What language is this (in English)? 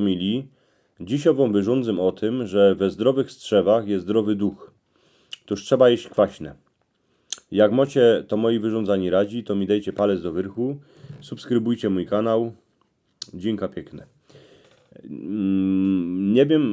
Silesian